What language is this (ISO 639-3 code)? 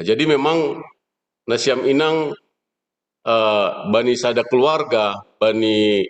bts